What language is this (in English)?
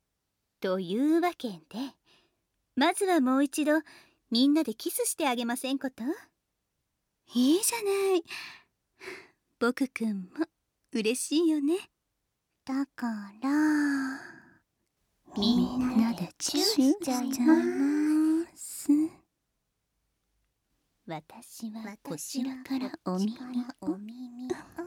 Japanese